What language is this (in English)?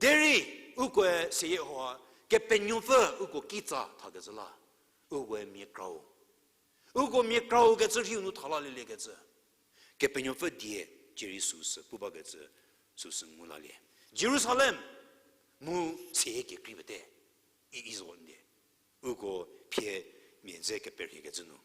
Angami Naga